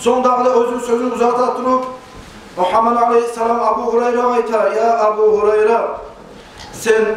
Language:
Kumyk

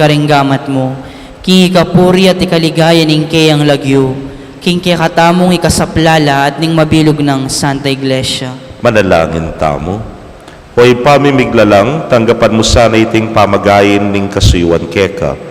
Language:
Pampanga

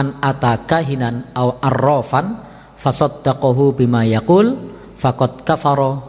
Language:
Indonesian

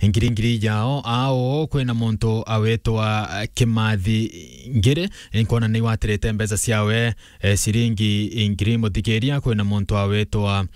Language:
Meru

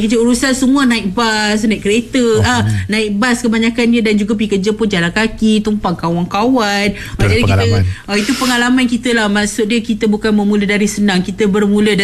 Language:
Malay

